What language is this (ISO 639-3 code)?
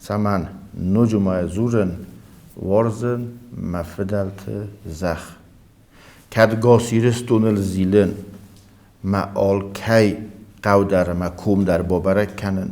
oss